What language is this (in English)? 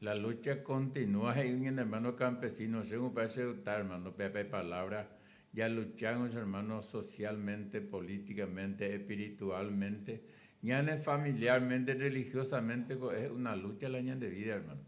Guarani